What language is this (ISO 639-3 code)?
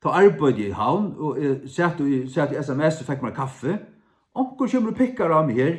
fao